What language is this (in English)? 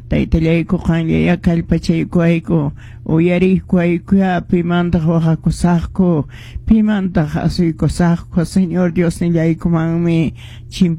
Quechua